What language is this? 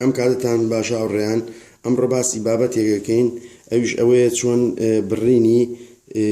Central Kurdish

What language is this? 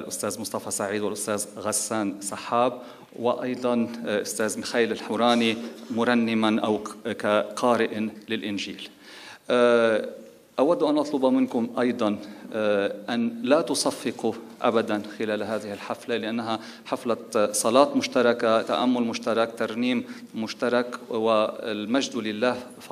Arabic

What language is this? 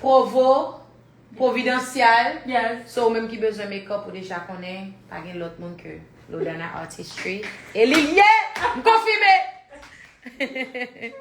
Haitian Creole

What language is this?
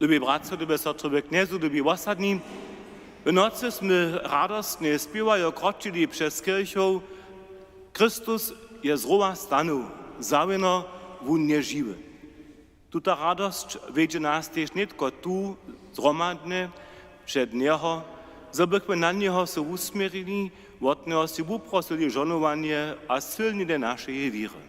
Upper Sorbian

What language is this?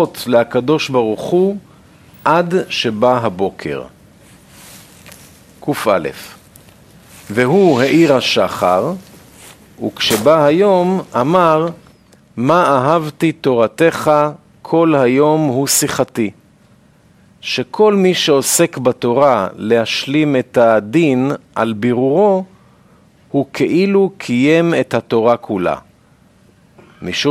Hebrew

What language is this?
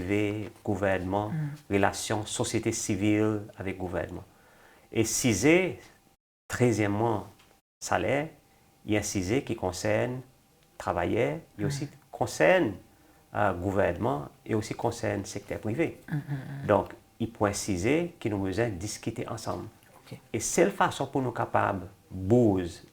Seselwa Creole French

